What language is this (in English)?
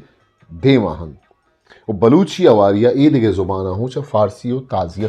Eastern Balochi